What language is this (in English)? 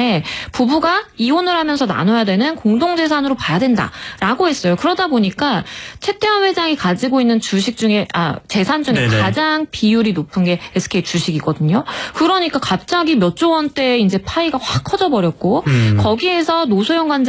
Korean